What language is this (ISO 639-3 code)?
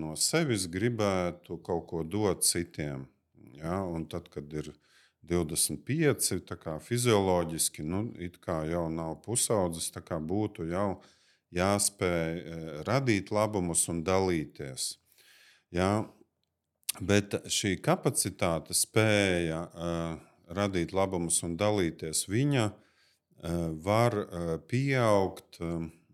lav